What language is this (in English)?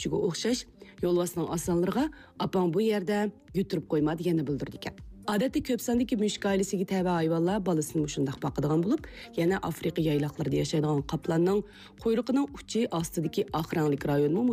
Uyghur